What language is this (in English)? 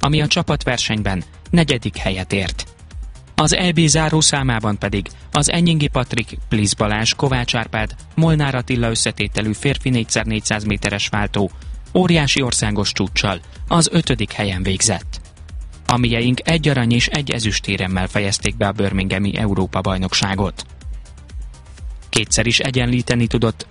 Hungarian